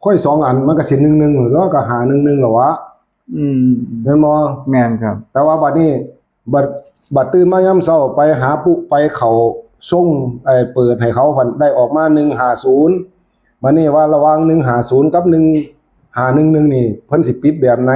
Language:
Northeastern Thai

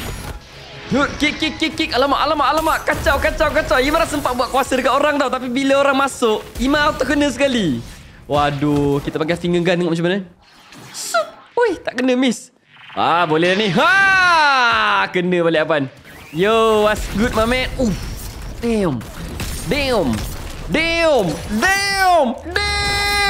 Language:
Malay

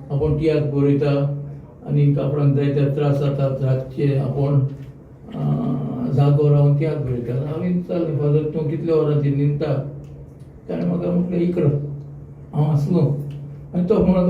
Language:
Konkani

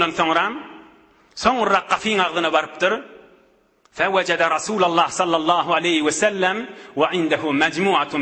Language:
Turkmen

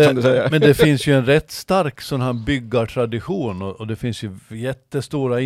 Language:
Swedish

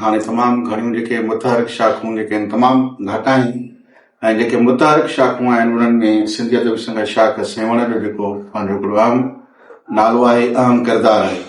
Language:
Sindhi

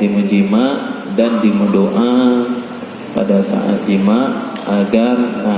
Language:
Achinese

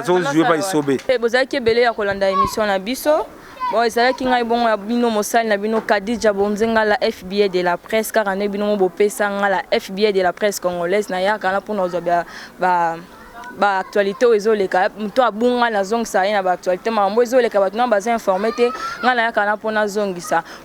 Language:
Lingala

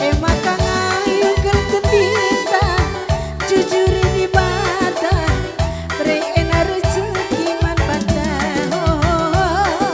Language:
Batak Karo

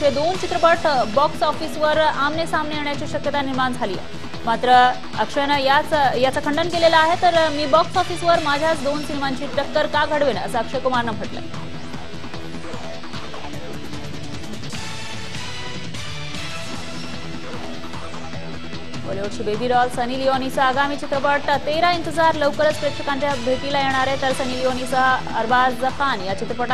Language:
Marathi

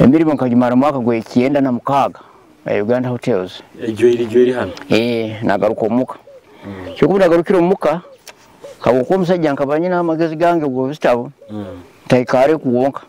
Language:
Nyoro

